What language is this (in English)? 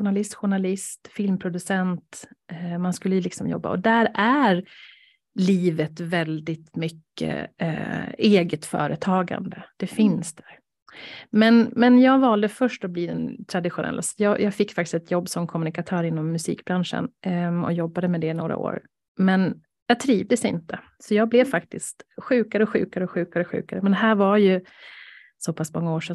Swedish